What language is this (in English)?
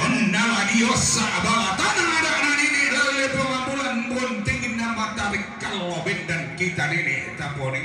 Toraja-Sa'dan